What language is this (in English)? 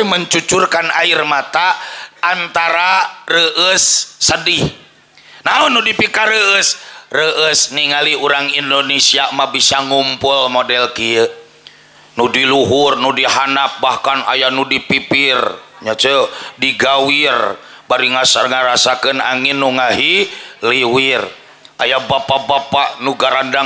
Sundanese